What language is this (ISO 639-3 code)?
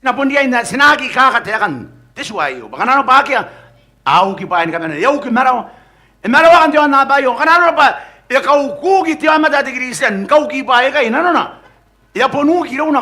gil